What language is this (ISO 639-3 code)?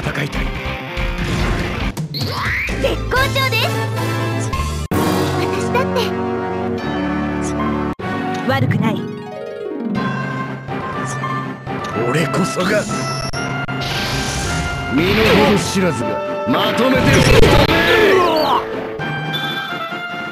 jpn